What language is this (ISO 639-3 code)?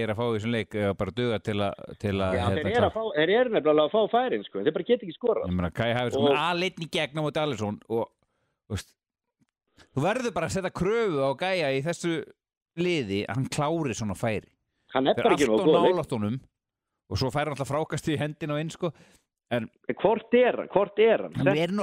isl